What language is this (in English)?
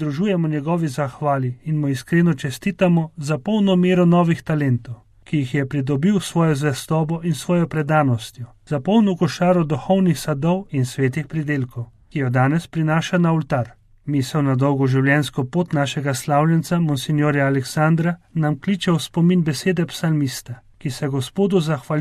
Slovenian